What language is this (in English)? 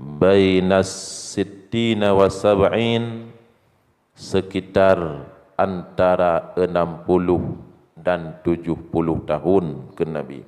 Achinese